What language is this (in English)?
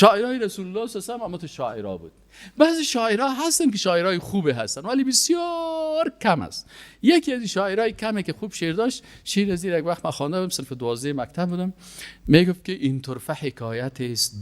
Persian